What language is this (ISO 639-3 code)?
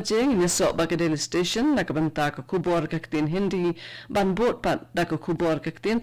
kha